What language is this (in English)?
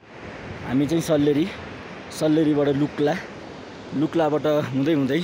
Nepali